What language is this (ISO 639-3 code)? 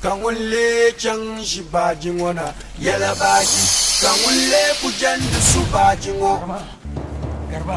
dag